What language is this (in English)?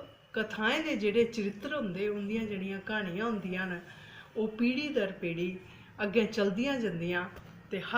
Dogri